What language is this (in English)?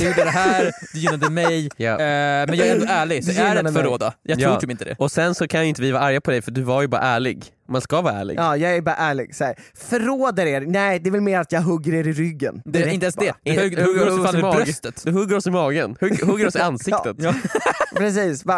Swedish